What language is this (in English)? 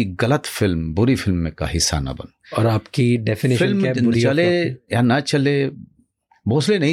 Hindi